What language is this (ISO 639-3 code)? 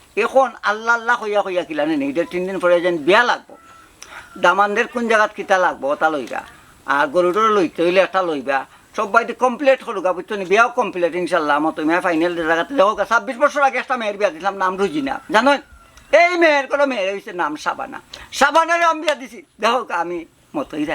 syl